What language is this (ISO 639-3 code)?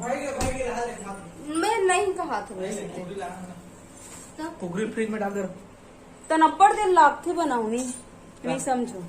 hne